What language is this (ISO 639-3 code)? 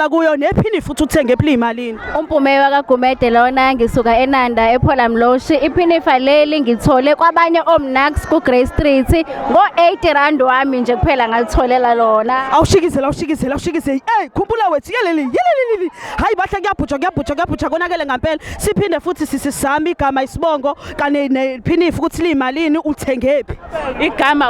zul